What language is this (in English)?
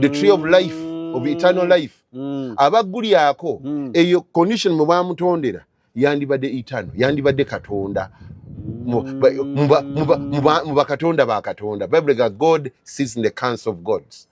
Ganda